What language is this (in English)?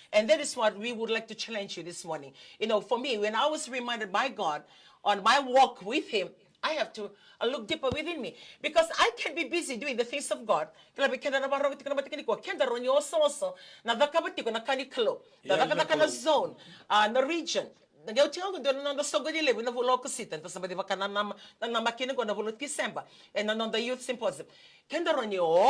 Fijian